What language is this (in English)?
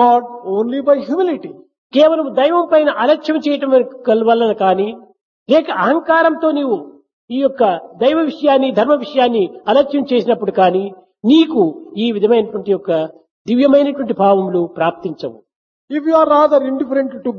Telugu